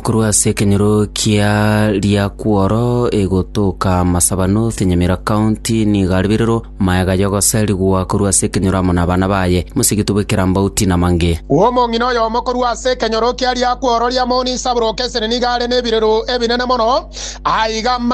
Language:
Gusii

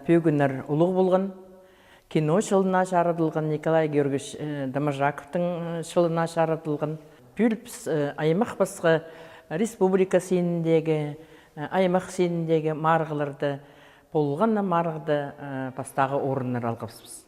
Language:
Khakas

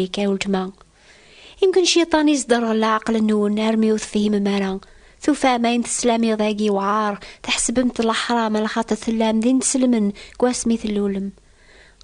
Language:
Kabyle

